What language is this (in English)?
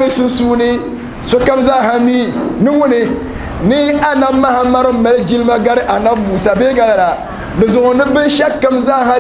Dagbani